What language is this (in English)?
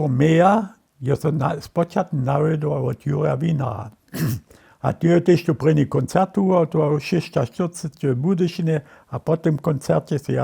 Upper Sorbian